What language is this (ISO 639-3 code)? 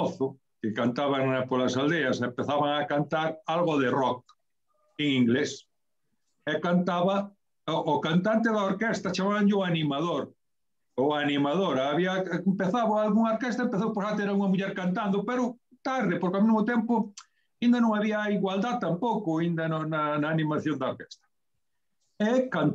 glg